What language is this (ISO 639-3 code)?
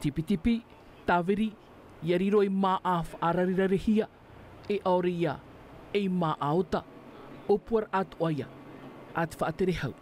tah